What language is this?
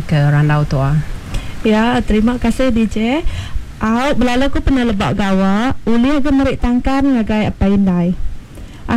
Iban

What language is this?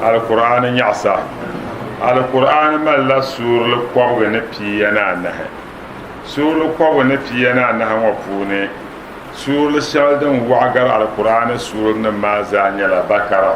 Dagbani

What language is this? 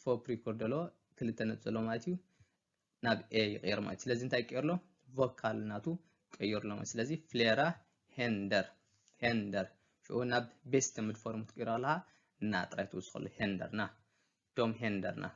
Tigrinya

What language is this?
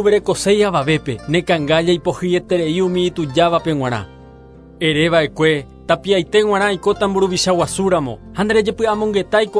Guarani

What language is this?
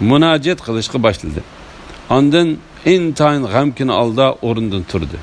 Uyghur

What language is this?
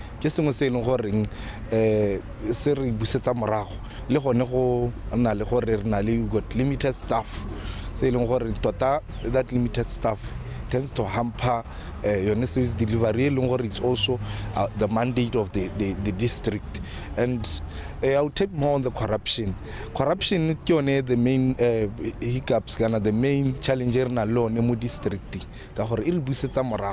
Tswana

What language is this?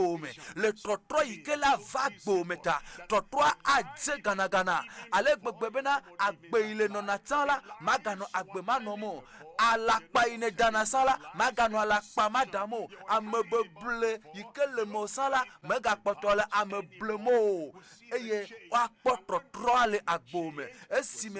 Ewe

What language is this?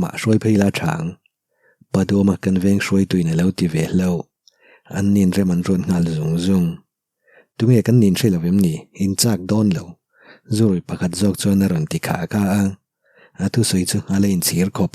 Mizo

